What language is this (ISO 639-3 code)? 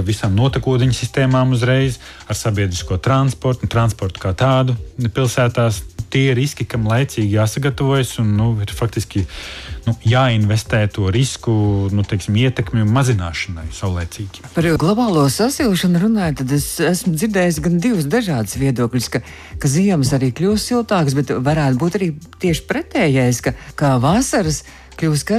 lav